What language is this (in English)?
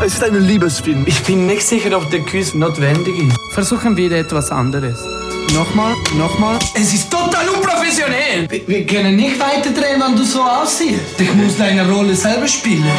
Swiss German